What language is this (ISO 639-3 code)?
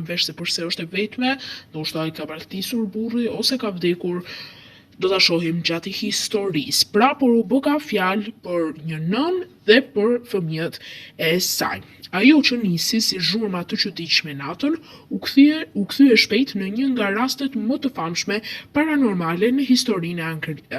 sqi